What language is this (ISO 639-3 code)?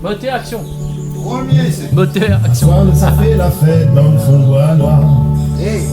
rcf